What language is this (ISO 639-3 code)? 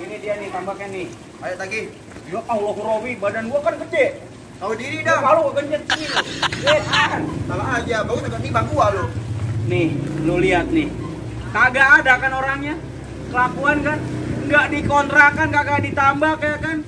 bew